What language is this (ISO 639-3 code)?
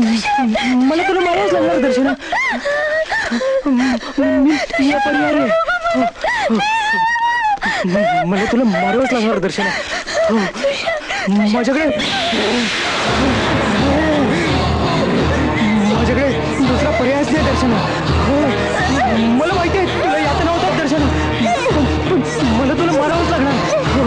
mar